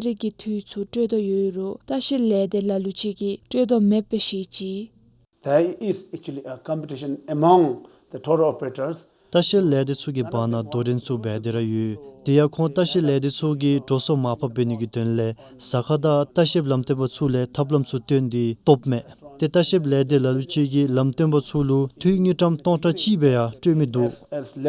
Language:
Dzongkha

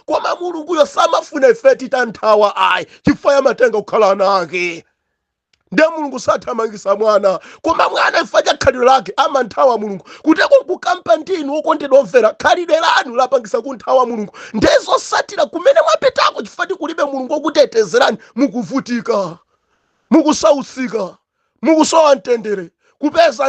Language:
Nyanja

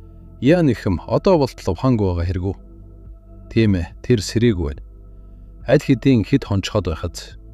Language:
Mongolian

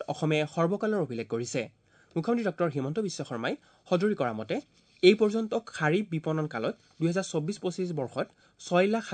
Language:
Assamese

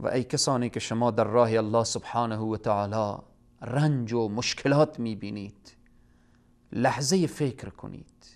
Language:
Persian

